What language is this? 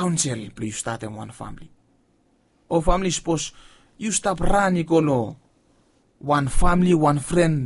Bislama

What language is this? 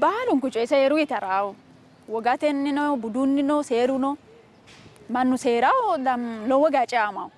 Sidamo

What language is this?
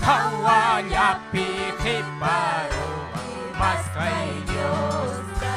Ayacucho Quechua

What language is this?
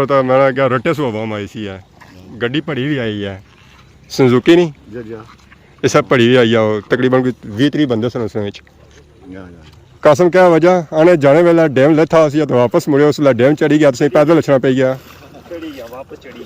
Pahari-Potwari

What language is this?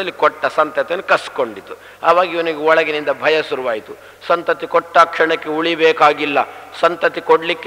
Kannada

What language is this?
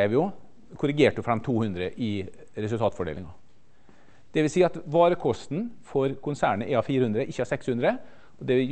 Norwegian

